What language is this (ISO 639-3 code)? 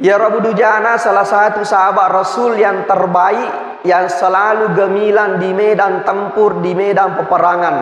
bug